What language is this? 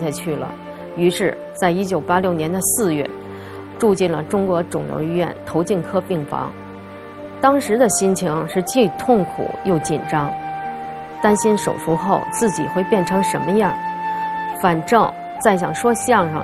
Chinese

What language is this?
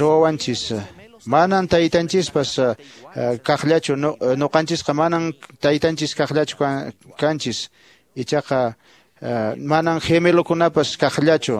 Quechua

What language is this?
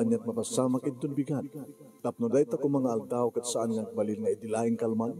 Iloko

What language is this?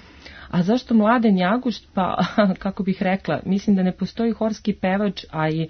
Serbian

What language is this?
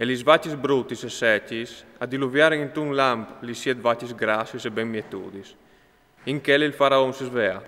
Friulian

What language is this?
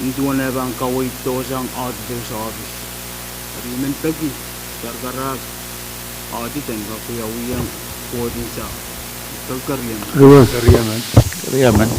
Pohnpeian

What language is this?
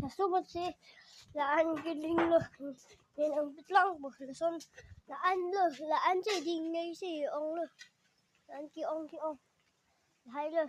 Karbi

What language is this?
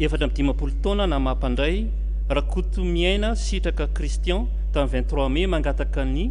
Malagasy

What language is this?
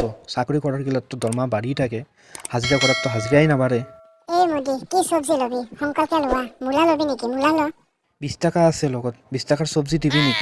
Assamese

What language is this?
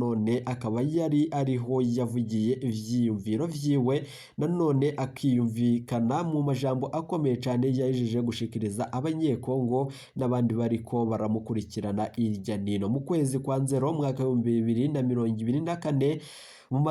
Rundi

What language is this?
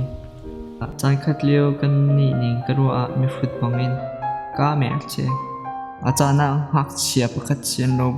Hakha Chin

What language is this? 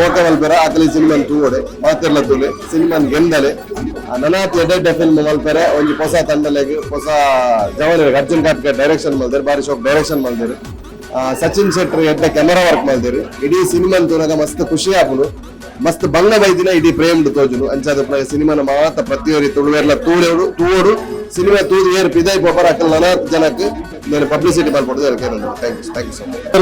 Tulu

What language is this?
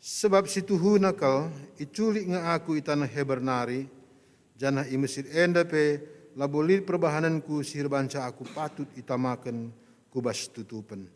Batak Karo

